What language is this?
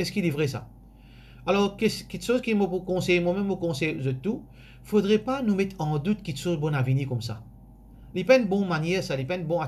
Morisyen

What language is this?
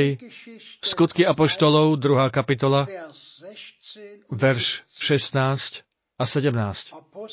Slovak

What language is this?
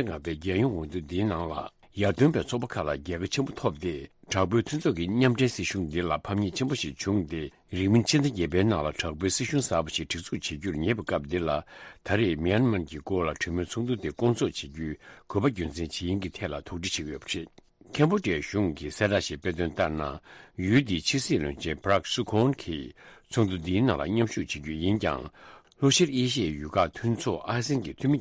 Tibetan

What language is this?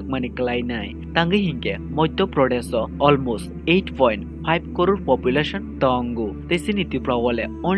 Kok Borok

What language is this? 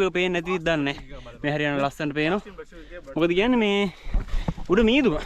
Sinhala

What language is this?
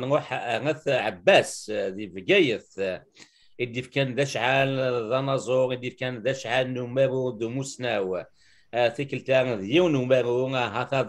Kabyle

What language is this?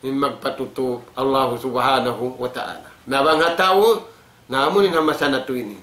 Tausug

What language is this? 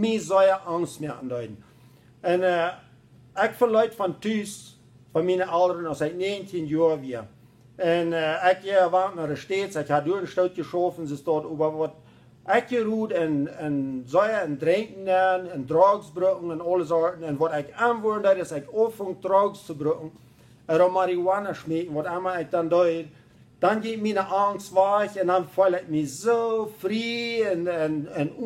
Plautdietsch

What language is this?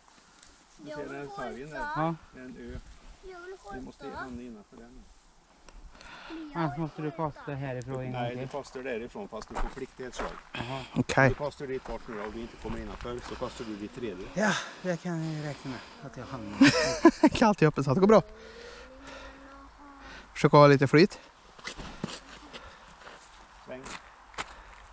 Swedish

